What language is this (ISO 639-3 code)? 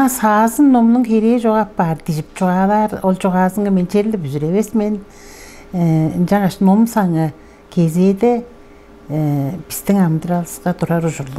tyv